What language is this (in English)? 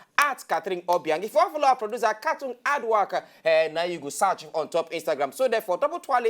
Nigerian Pidgin